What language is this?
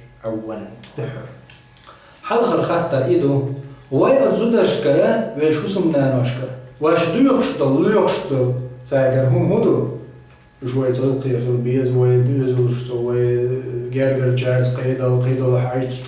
Chechen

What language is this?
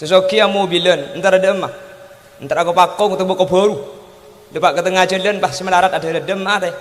Madurese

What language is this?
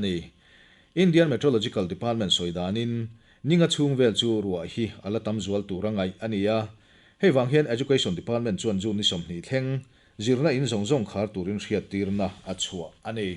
Mizo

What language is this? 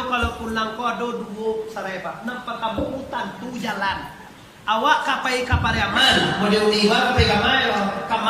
Minangkabau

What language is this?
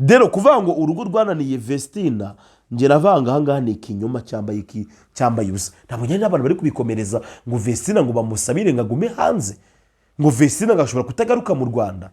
Kinyarwanda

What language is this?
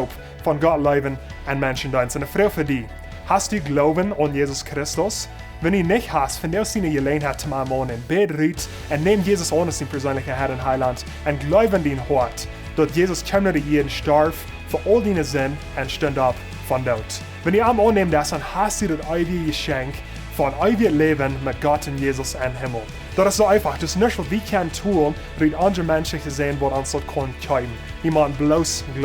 Plautdietsch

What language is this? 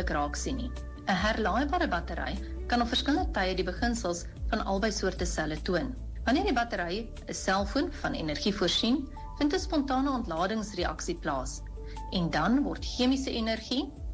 Afrikaans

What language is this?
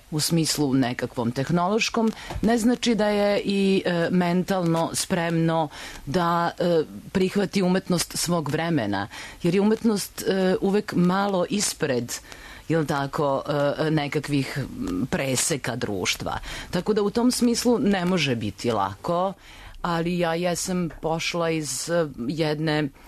Serbian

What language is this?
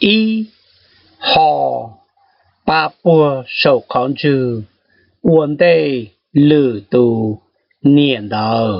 Hmong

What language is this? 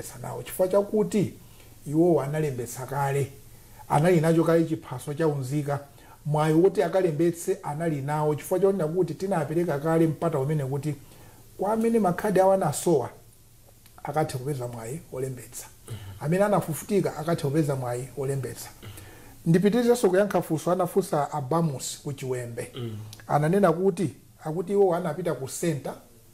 Nyanja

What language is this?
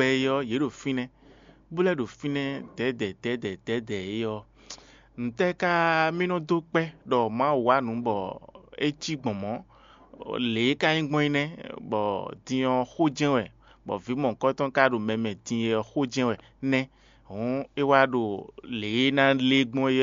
Fon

